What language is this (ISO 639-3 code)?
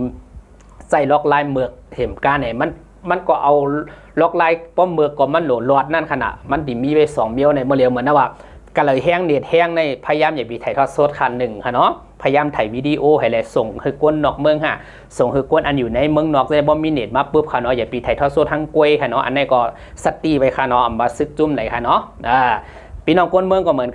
shn